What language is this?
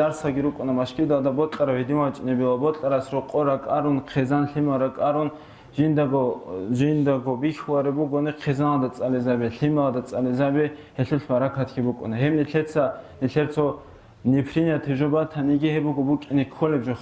Avaric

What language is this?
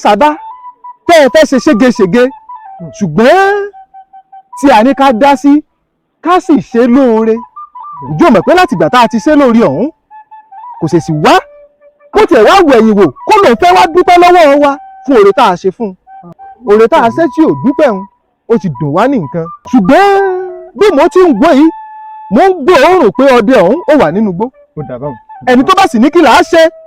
Yoruba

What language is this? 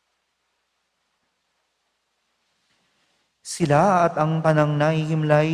Filipino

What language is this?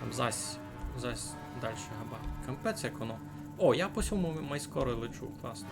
Rusyn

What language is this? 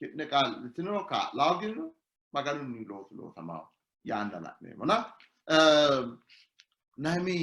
Sidamo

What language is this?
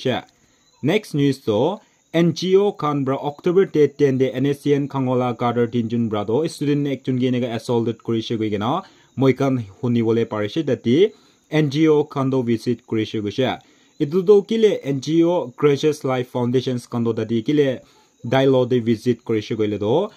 Naga Pidgin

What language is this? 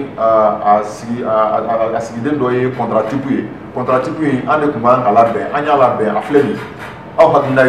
Bambara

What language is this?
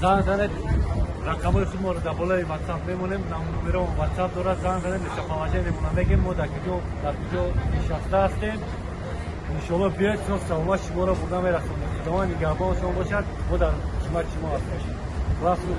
Tajik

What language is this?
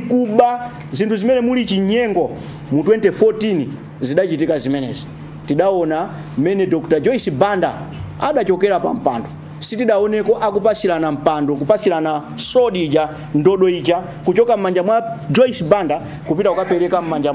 Nyanja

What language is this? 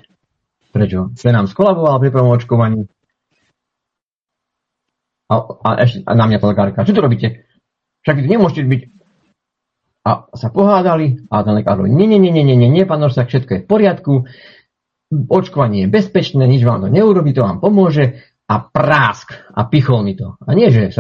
Slovak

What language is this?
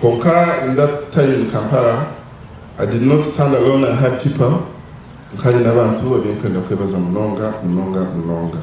Nyankole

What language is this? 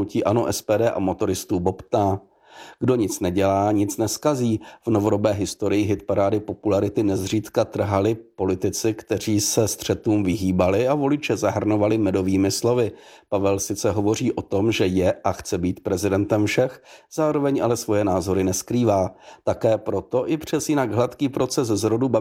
Czech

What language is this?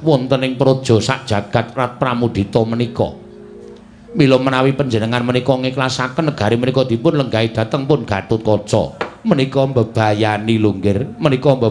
Javanese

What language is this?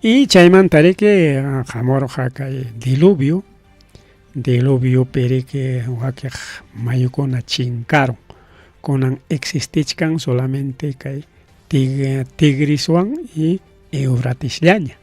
Ayacucho Quechua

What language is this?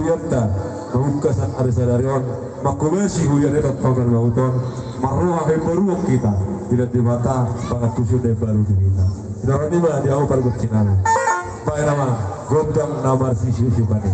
Batak Toba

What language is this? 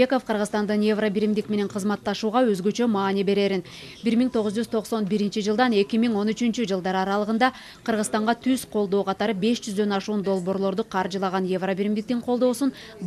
Kyrgyz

